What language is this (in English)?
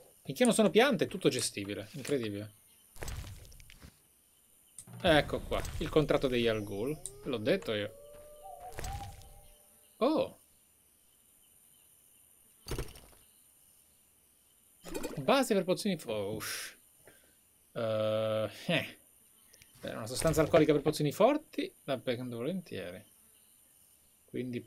Italian